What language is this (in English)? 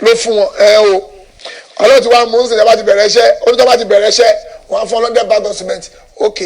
Yoruba